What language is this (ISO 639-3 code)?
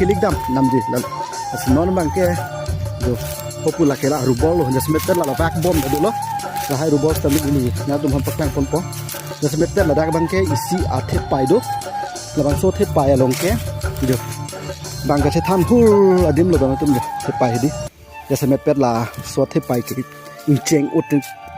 mjw